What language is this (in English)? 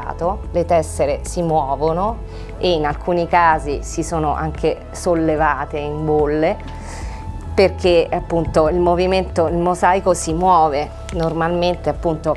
Italian